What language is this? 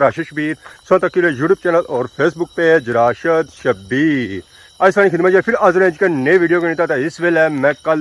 Pahari-Potwari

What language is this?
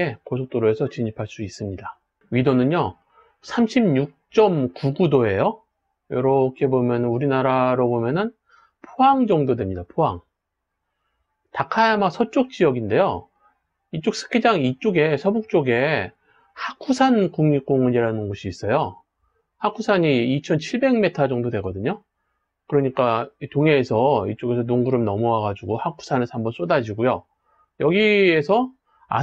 Korean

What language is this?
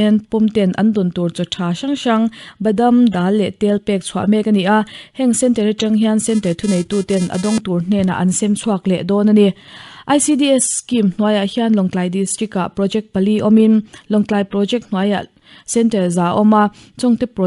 Mizo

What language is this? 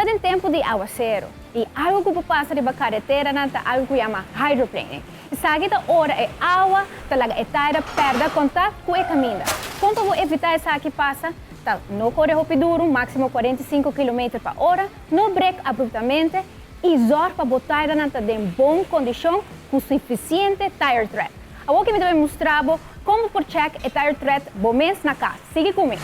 Papiamento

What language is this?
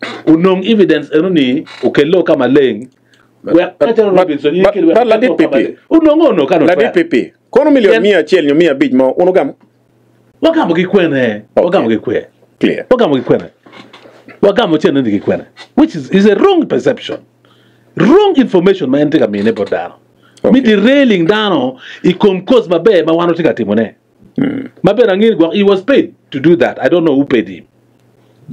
Acoli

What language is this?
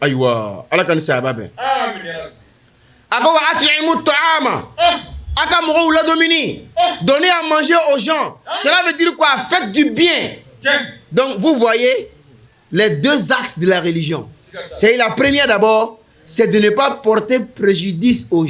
Bambara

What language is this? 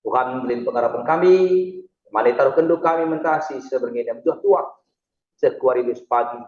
Batak Karo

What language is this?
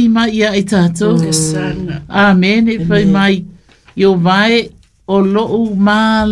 Samoan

